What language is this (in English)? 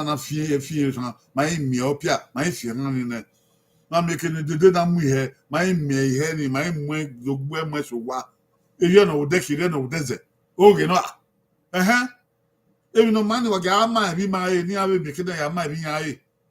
Bini